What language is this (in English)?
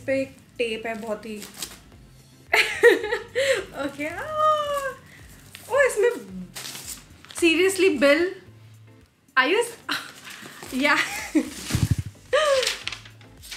Hindi